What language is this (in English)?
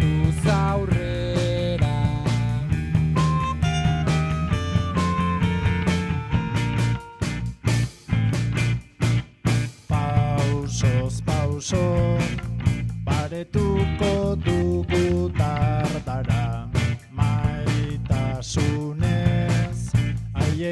Basque